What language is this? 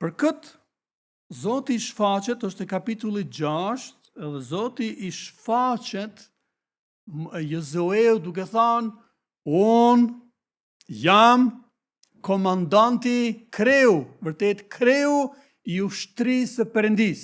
Albanian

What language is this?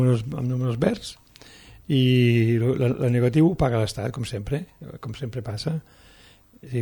Catalan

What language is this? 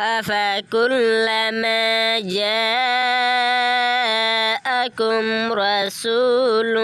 Rohingya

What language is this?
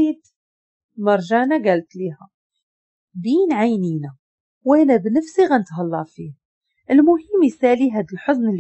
Moroccan Arabic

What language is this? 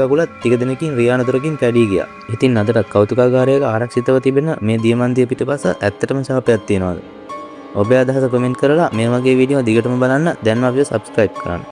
Sinhala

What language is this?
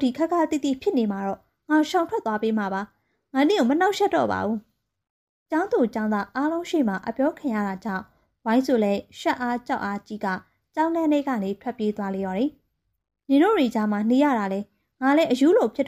Burmese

